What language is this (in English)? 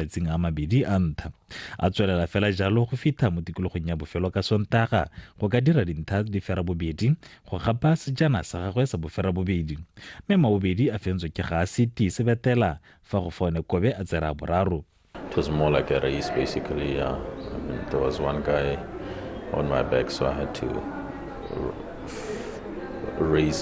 Tswana